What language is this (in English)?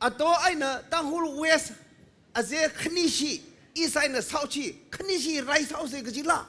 Tangkhul Naga (India)